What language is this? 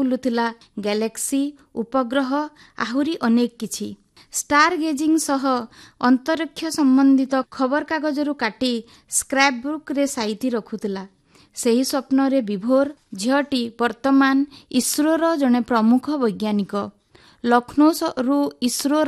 Odia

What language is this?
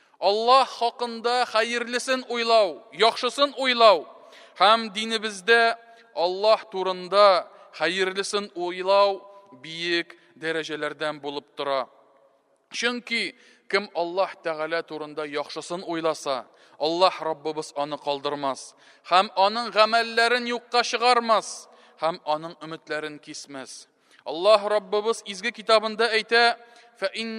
Tatar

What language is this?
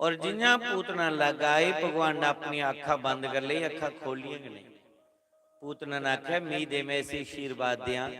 Dogri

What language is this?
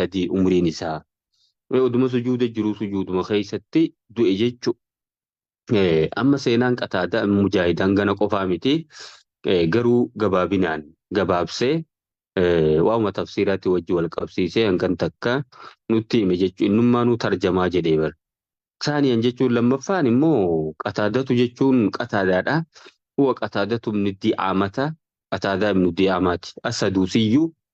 Oromo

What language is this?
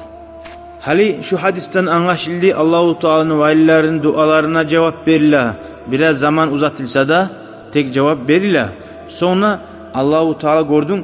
Kumyk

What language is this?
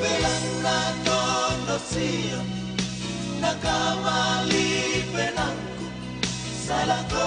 Toraja-Sa'dan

